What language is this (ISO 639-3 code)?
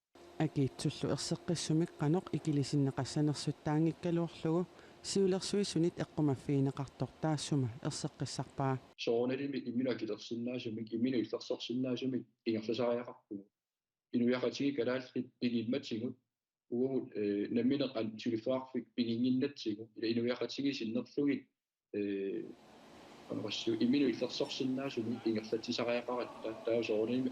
kal